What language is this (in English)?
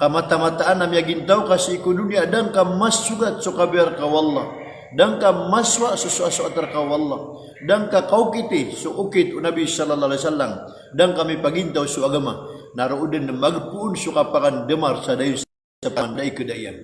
Maranao